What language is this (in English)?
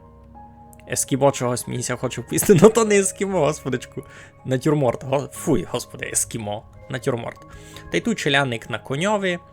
Rusyn